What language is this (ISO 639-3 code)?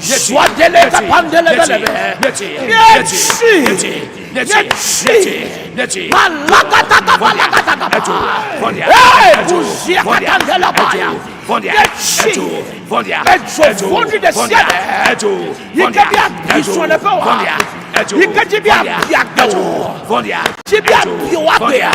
ewe